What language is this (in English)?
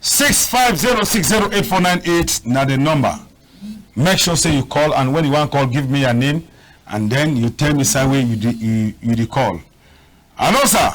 Cameroon Pidgin